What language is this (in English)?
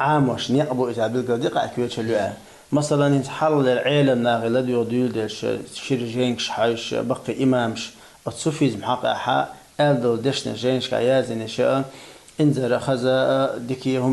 Chechen